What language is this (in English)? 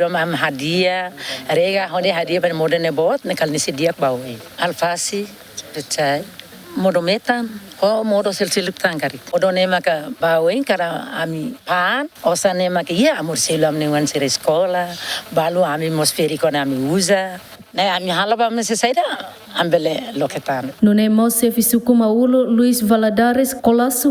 Tetum